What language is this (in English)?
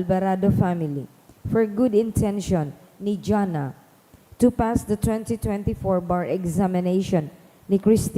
Bikol